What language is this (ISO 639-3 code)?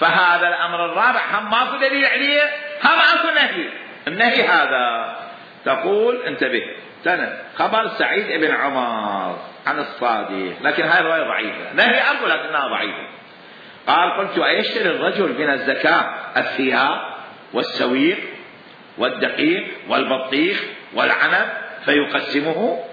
acm